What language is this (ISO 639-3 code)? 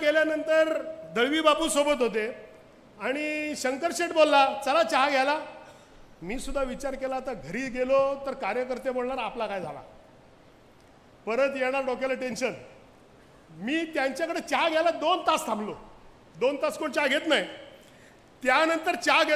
mar